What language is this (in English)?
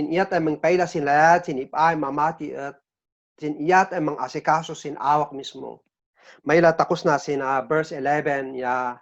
Kankanaey